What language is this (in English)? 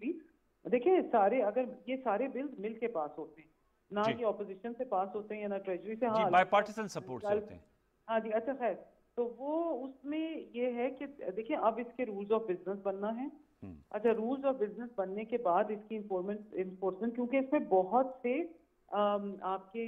Urdu